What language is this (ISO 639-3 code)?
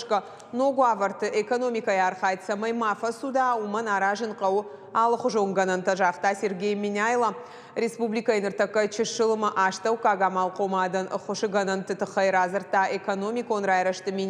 oss